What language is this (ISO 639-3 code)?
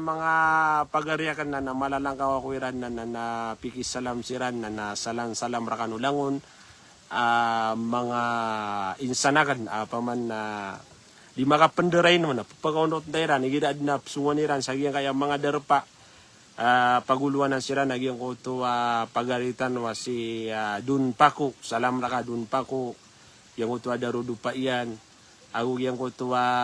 mrw